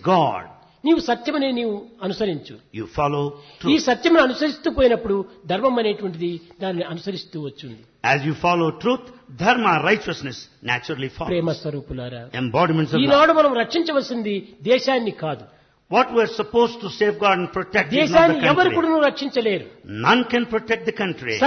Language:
Telugu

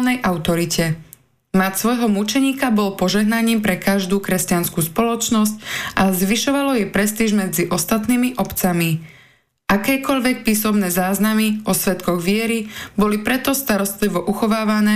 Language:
Slovak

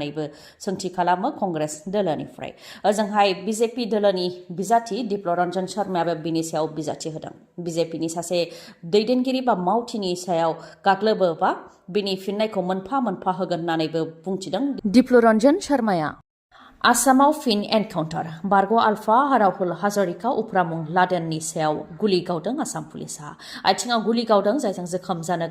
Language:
Bodo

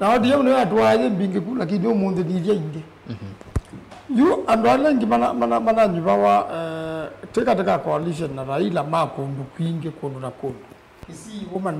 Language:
Kamba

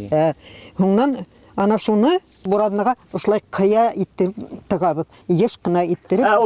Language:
Bashkir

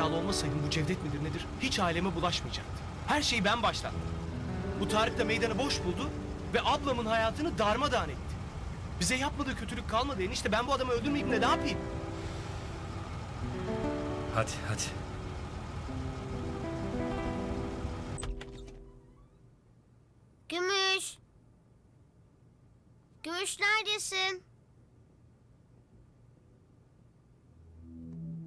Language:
Turkish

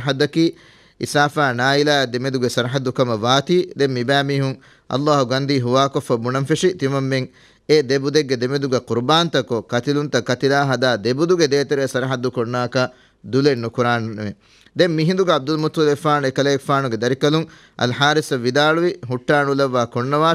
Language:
Divehi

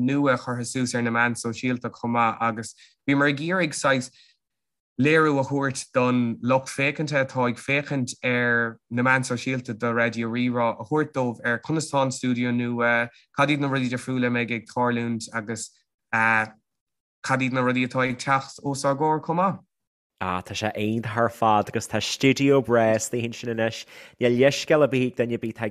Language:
Irish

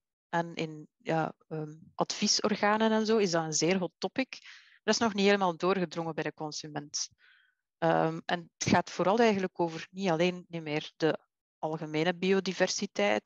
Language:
Dutch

